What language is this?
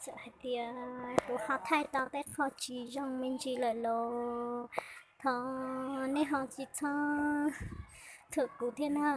Hmong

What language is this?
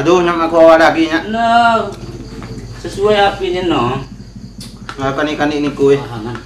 Lampung Api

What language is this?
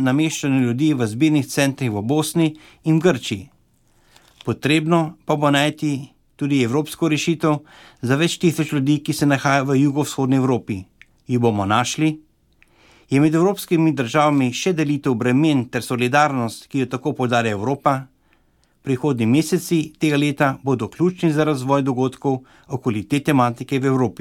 Slovenian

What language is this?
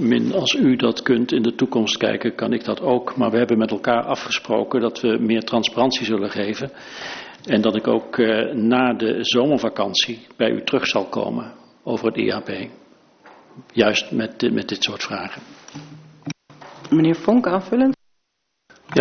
Dutch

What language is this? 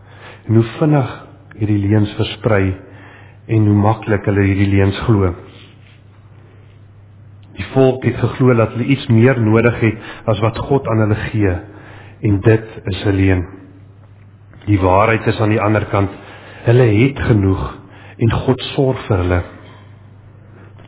Afrikaans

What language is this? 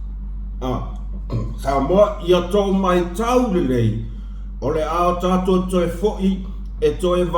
Samoan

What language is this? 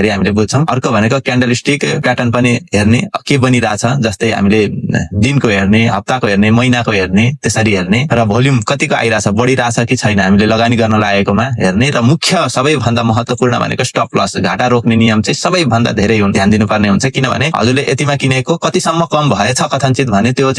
Nepali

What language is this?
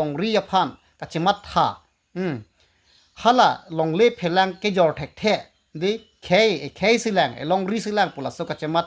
Karbi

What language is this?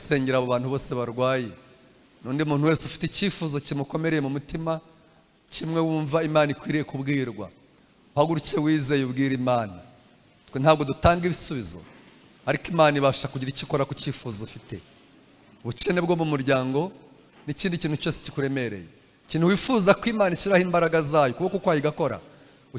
Kinyarwanda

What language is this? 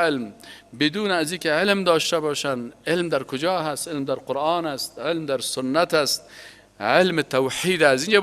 Persian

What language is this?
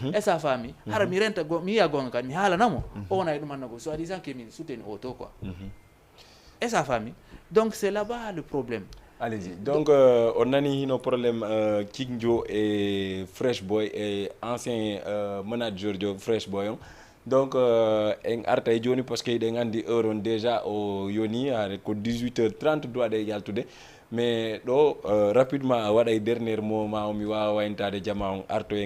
Fula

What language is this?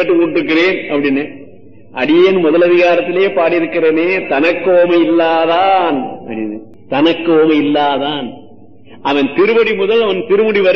Tamil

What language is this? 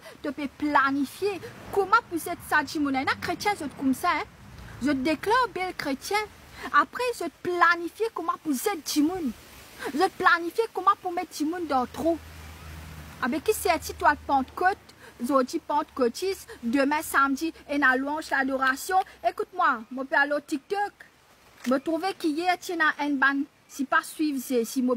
Morisyen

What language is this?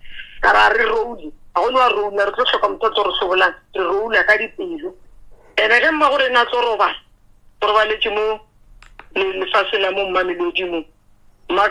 Northern Sotho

